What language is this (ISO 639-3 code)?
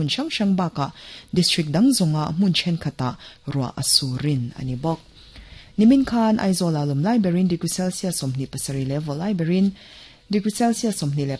lus